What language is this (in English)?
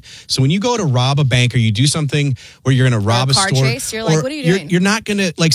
English